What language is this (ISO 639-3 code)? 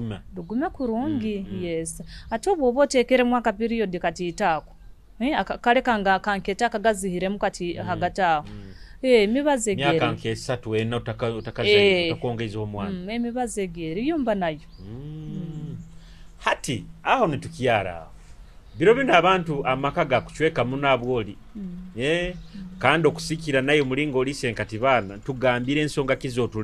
nyo